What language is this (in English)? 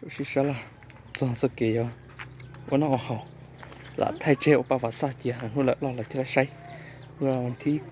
Hmong